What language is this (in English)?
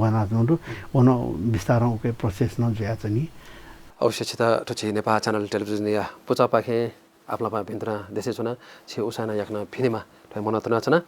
Newari